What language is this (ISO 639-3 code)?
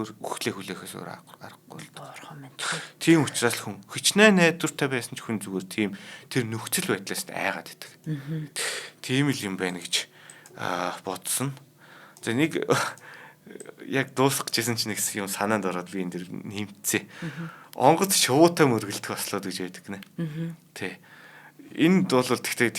mon